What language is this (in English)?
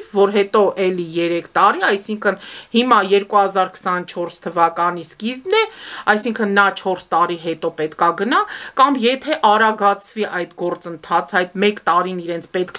Armenian